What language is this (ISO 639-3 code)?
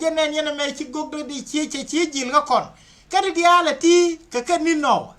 nus